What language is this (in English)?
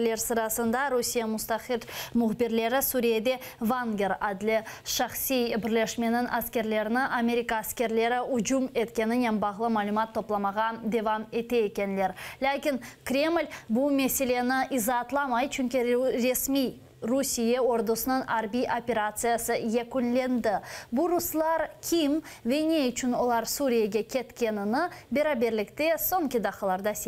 Crimean Tatar